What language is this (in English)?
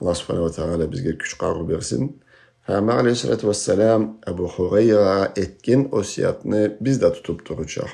Karachay-Balkar